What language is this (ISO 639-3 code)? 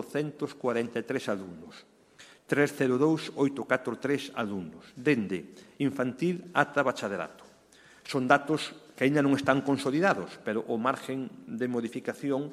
glg